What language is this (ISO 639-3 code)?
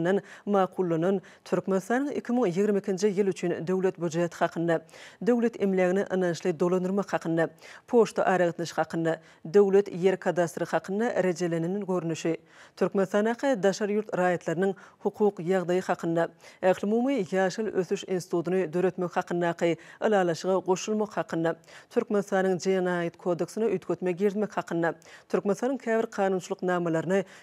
tuk